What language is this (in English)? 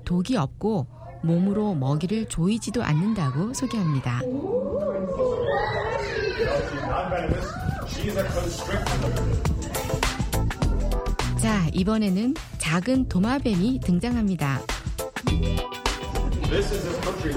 Korean